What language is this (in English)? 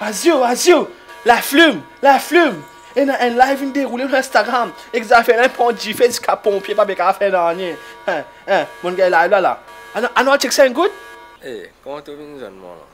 Morisyen